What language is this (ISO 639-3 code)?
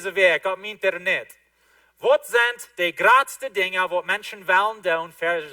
pdt